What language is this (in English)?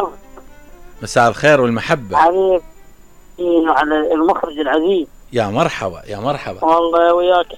Mesopotamian Arabic